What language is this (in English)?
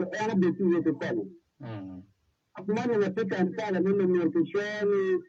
Acoli